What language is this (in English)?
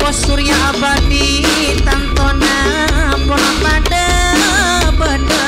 Madurese